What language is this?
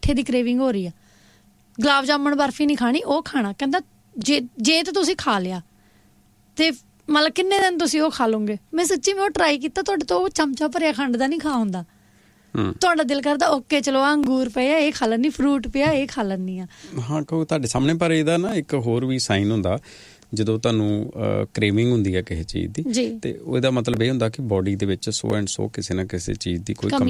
Punjabi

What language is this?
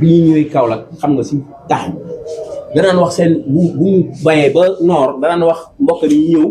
Wolof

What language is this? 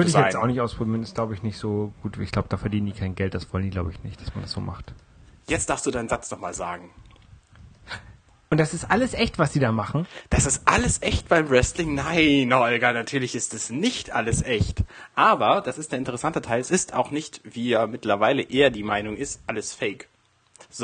German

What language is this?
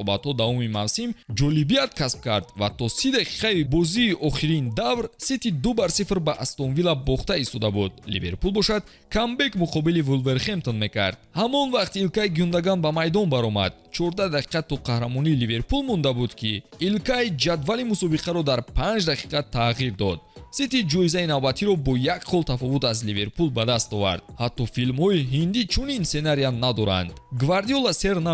Tajik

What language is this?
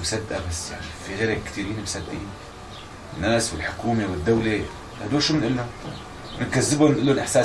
North Levantine Arabic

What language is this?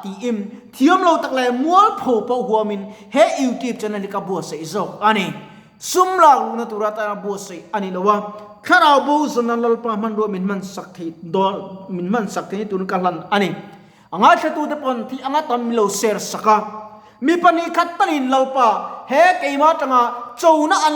Mizo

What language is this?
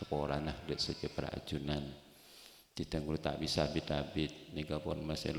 Madurese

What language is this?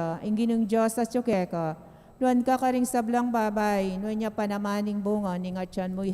Pampanga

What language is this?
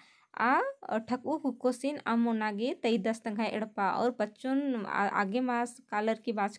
Kurukh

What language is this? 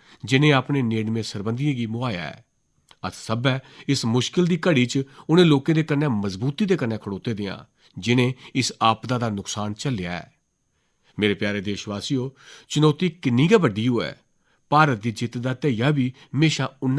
Dogri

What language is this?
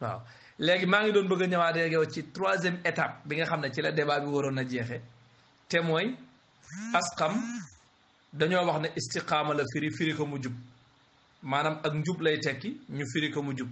Wolof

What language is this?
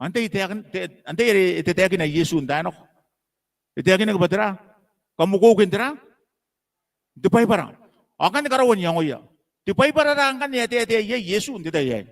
Gilbertese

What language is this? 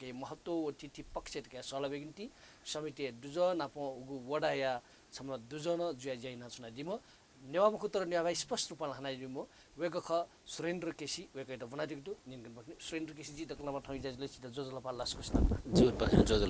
Newari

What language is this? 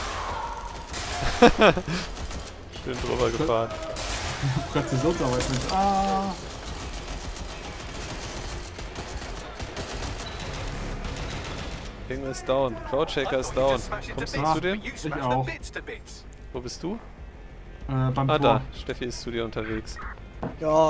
German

